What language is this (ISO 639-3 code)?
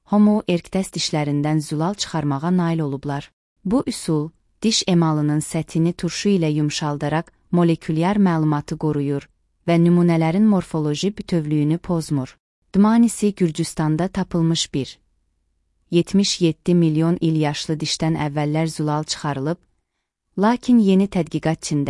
aze